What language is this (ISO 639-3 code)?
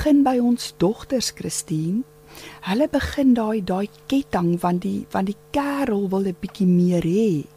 afr